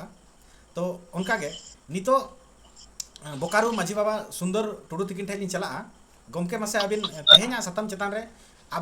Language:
Santali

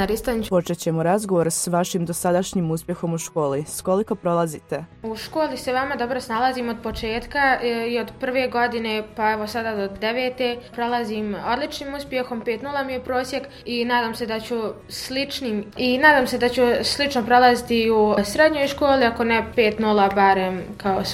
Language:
Bosnian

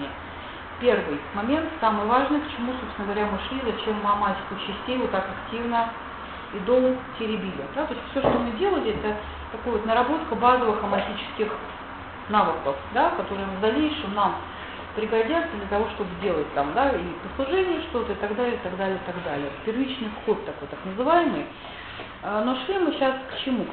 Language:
Russian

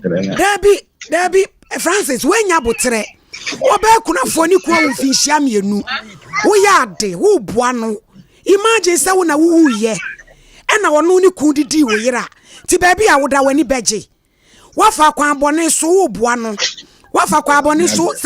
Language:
Akan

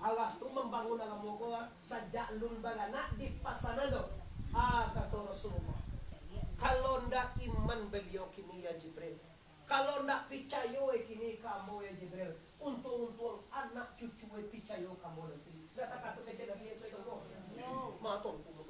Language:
Minangkabau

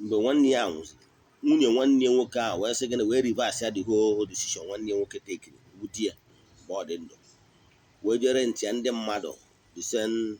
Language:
Igbo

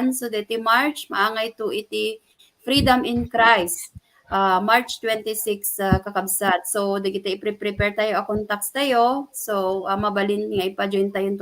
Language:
Iloko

